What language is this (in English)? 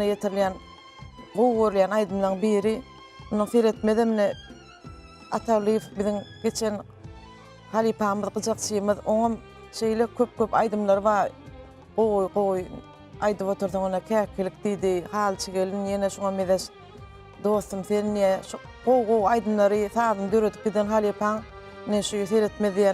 Turkmen